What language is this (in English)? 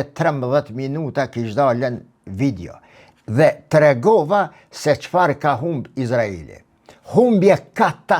Albanian